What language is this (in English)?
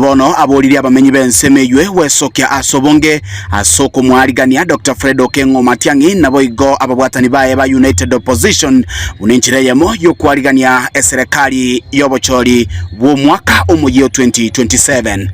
Gusii